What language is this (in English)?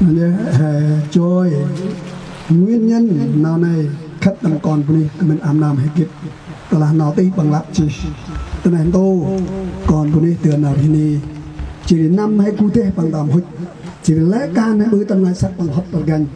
Central Mnong